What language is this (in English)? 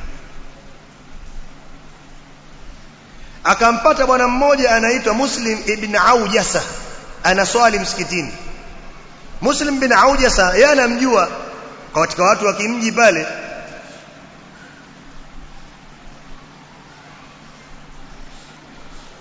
Swahili